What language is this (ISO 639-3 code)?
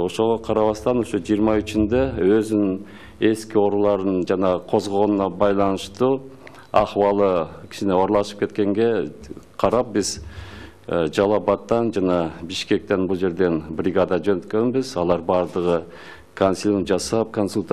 kir